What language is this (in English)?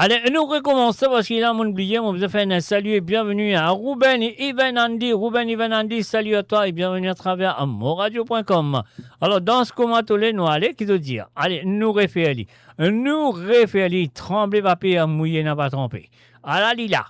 Morisyen